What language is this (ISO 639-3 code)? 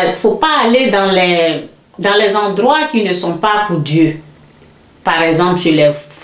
fra